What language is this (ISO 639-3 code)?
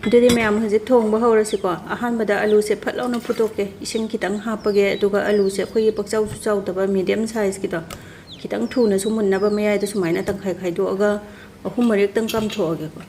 mni